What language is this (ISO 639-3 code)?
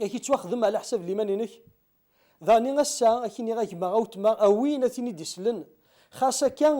kab